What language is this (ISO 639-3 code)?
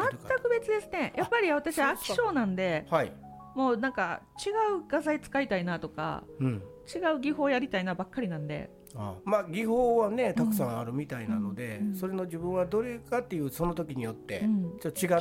jpn